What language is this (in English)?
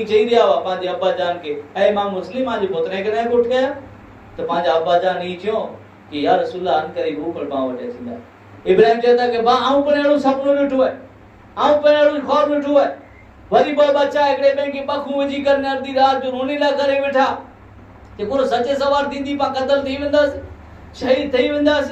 Kachhi